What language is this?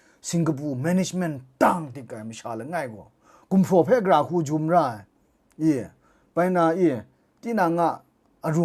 Kachin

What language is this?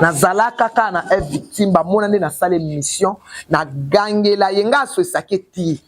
Lingala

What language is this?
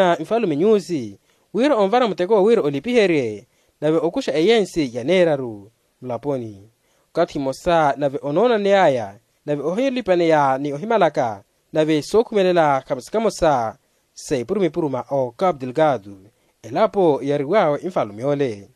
Makhuwa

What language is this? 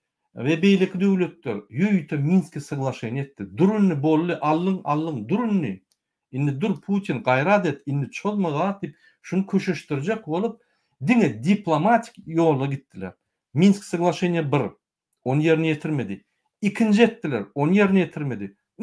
Turkmen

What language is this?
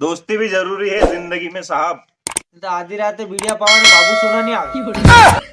Rajasthani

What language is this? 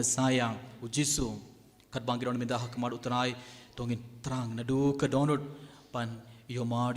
Khasi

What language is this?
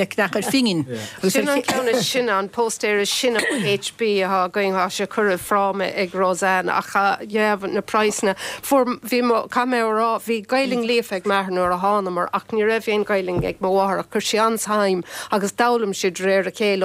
Irish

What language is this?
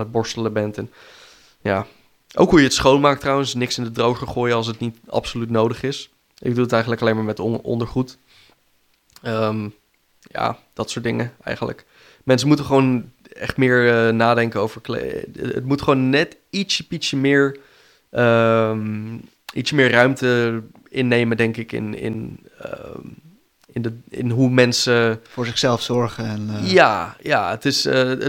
Dutch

